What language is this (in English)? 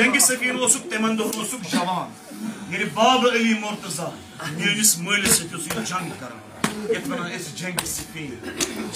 Kashmiri